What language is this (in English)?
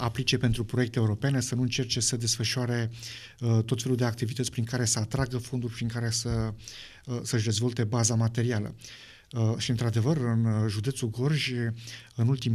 Romanian